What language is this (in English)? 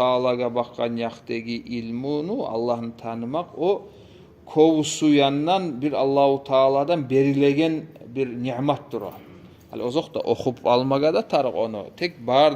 Kumyk